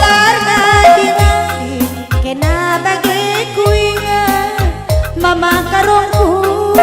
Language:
Batak Karo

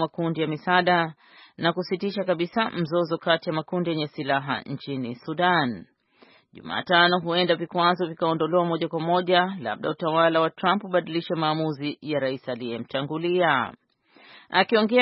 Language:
Swahili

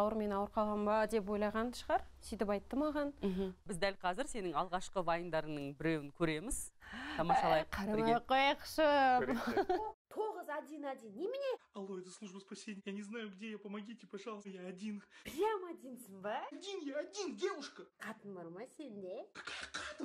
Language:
Kazakh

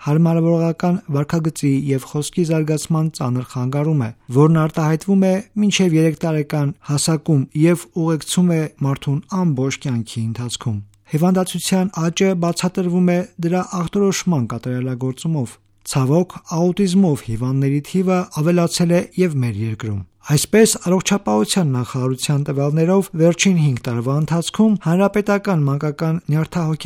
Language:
Armenian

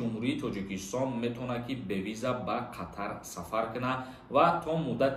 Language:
Tajik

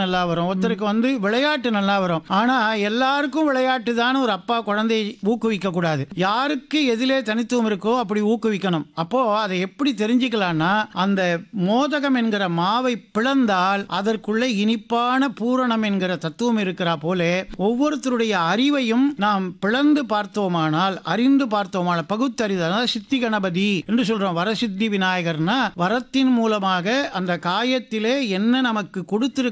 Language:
Tamil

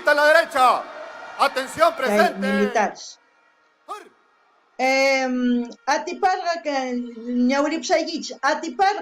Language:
South Bolivian Quechua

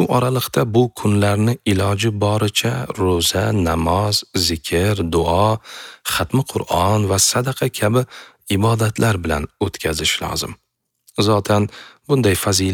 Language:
Uzbek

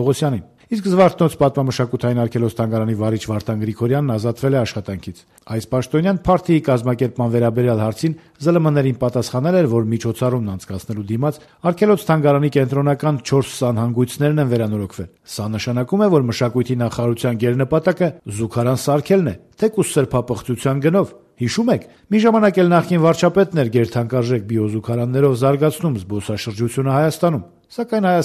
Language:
Armenian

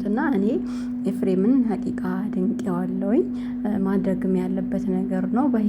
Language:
Amharic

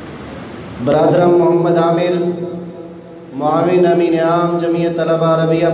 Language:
Urdu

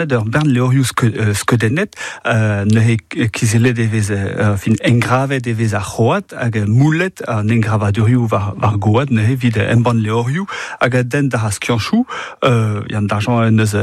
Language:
Breton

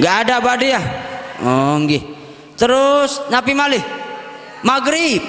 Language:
Sasak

